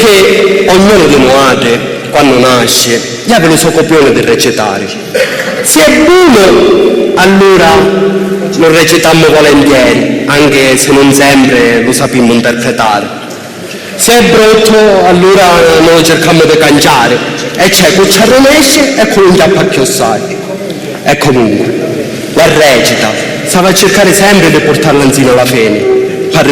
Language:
Sicilian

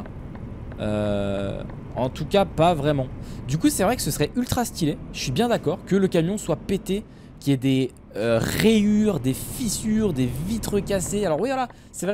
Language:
French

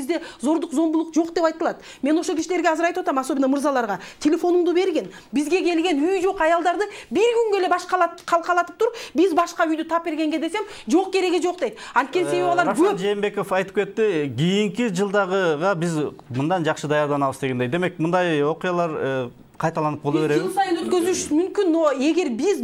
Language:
Kyrgyz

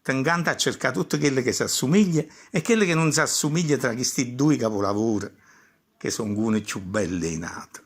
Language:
Neapolitan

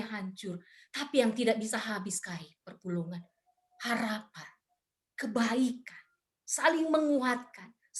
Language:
Batak Karo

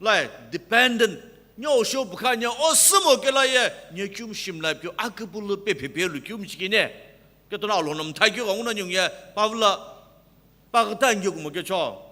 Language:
Sumi Naga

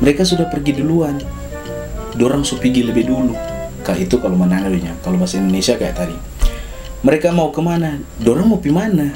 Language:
Manado Malay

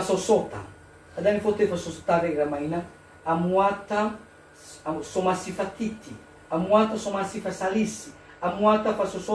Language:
Nias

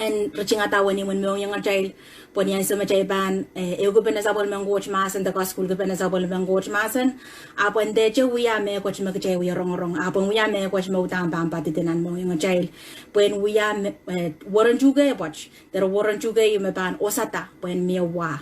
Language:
Pohnpeian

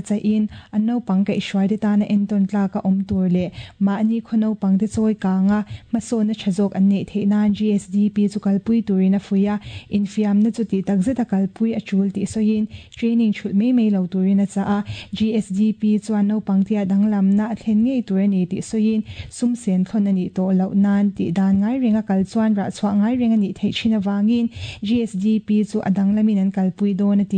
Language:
Mizo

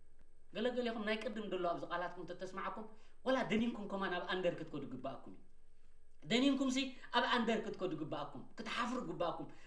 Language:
Tigrinya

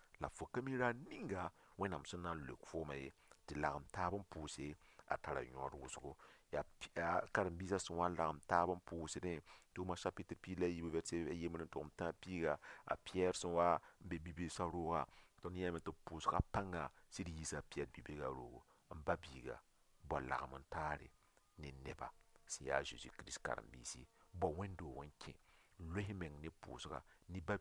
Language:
Mossi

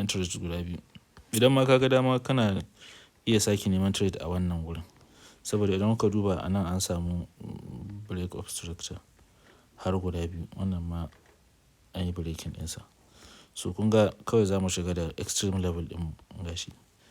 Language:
Hausa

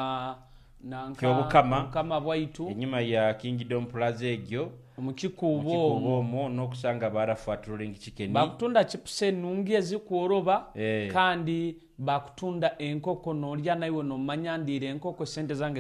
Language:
Nyoro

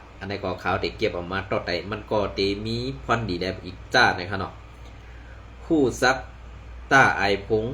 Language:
Shan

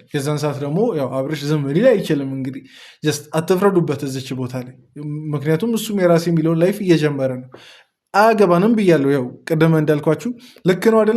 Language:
Amharic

